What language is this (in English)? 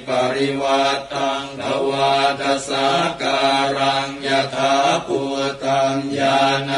Pali